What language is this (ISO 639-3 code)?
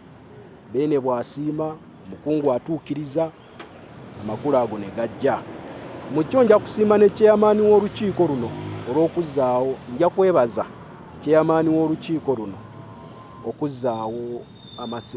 lug